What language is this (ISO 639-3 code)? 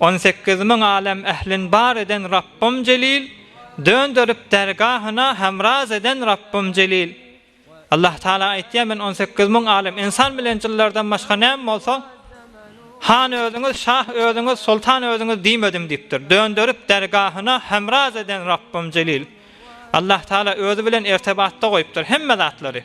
tuk